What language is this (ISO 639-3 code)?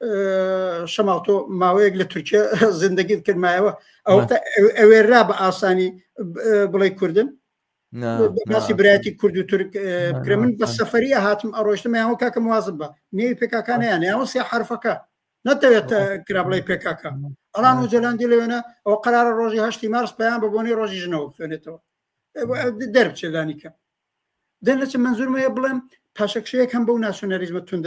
ckb